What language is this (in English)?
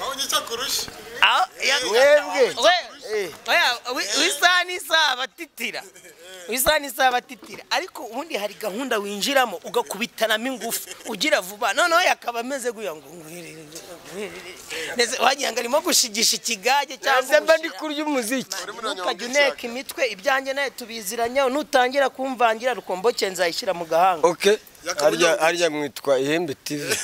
Kinyarwanda